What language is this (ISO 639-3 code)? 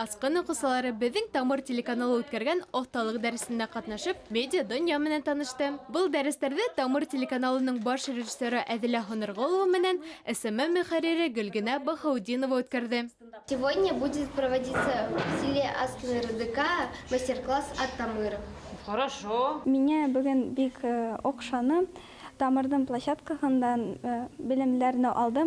bak